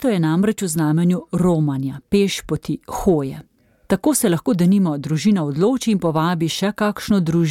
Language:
Slovenian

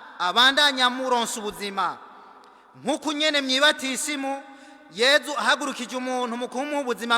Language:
Rundi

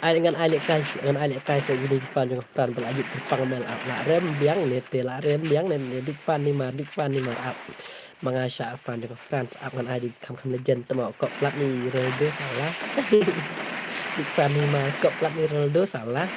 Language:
Khasi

